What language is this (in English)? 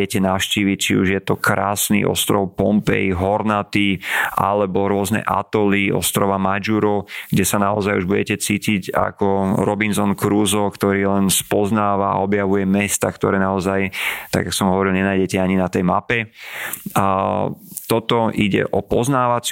Slovak